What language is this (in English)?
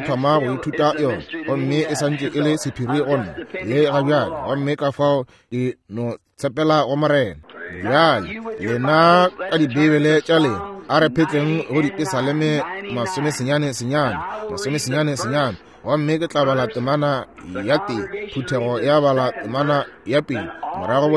Northern Sotho